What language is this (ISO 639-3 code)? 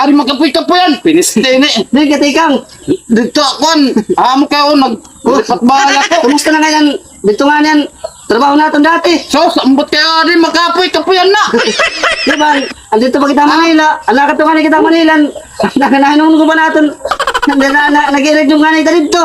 war